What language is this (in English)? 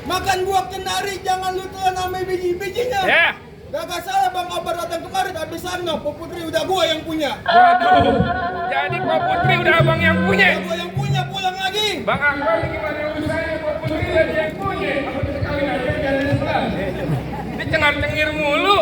Betawi